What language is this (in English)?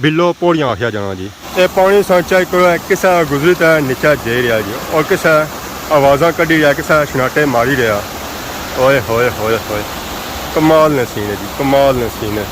Pahari-Potwari